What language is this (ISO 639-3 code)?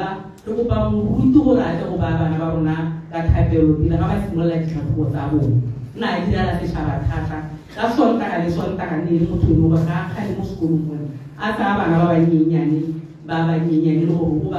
tsn